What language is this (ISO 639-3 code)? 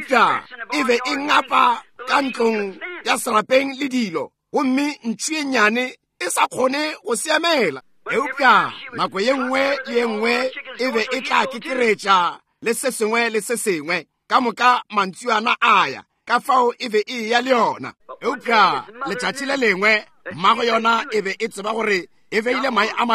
nso